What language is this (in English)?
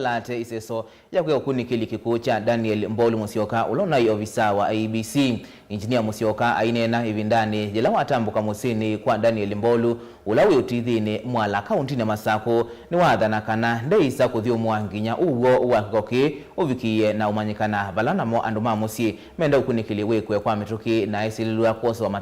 Kamba